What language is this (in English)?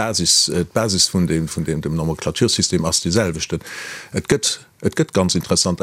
Luxembourgish